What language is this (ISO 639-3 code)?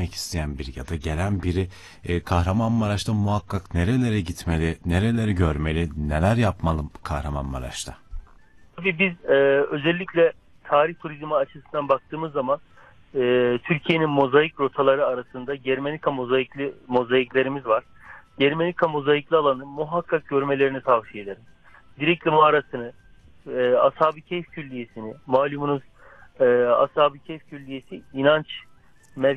tur